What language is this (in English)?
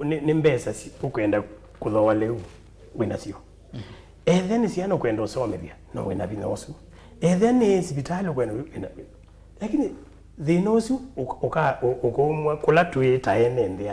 Kamba